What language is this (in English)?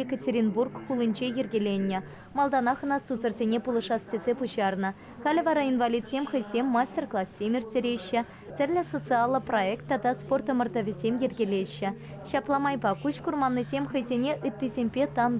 Chuvash